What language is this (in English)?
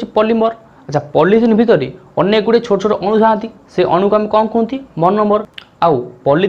Odia